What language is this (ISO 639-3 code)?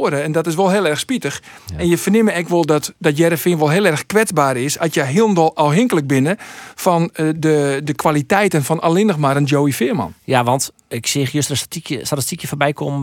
fry